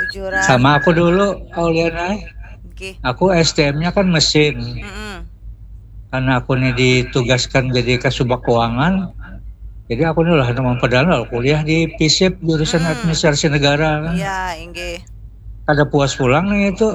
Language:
Banjar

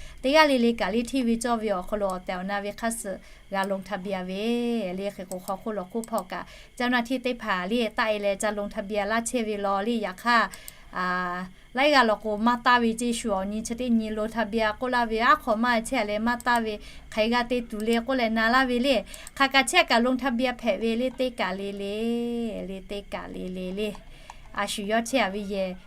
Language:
Lahu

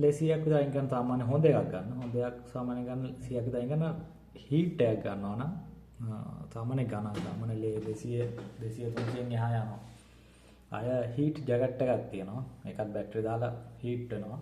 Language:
Sinhala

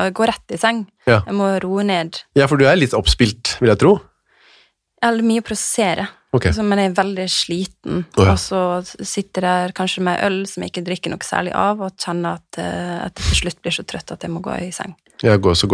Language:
Norwegian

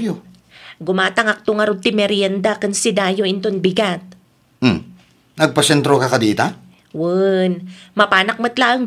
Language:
Iloko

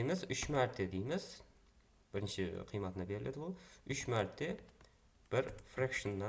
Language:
Kara-Kalpak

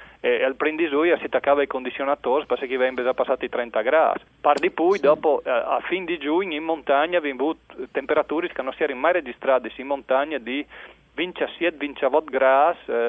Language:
Friulian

